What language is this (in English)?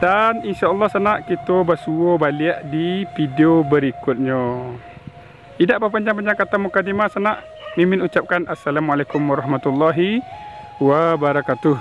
Minangkabau